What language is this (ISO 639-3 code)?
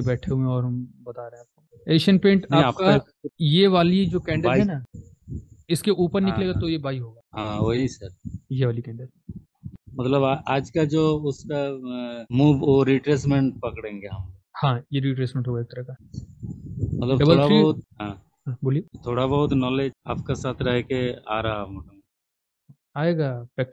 hin